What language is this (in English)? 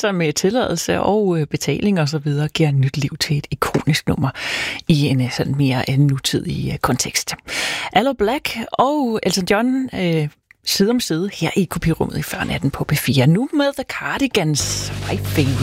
Danish